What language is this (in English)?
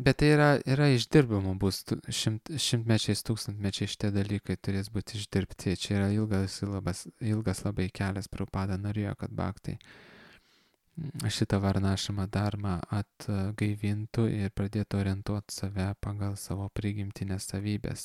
Lithuanian